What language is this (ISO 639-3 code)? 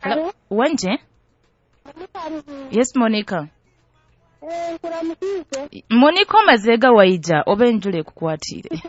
nyo